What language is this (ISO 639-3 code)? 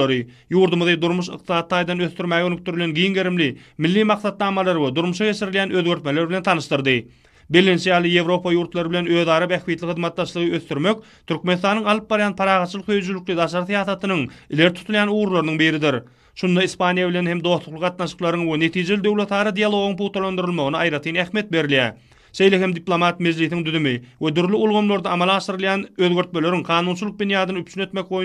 tuk